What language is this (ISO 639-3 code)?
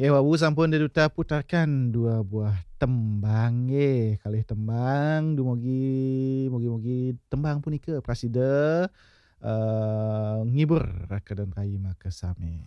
ban